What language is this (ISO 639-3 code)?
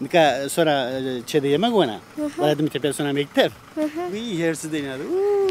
zza